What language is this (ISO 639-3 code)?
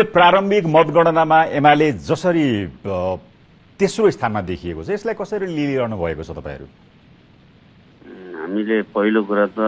nep